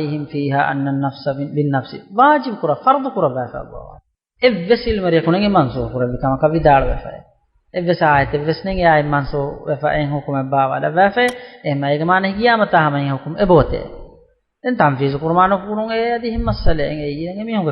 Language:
Divehi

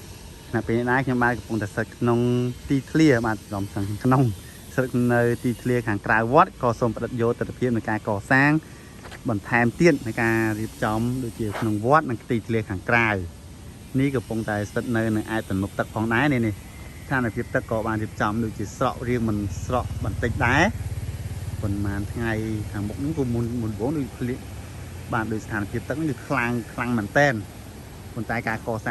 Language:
Khmer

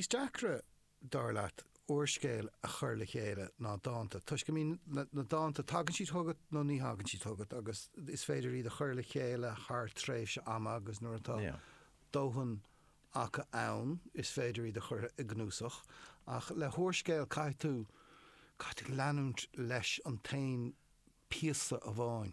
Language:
Irish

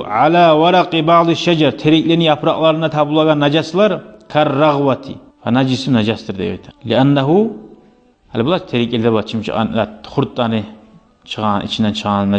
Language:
Kumyk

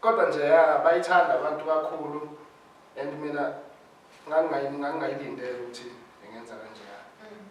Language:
Zulu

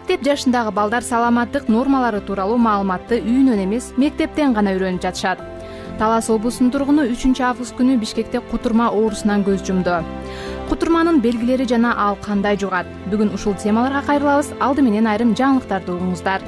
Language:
Kyrgyz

